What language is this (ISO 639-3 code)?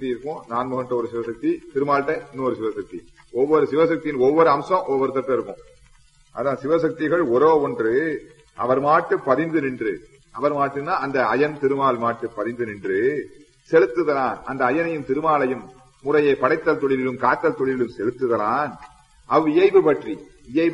tam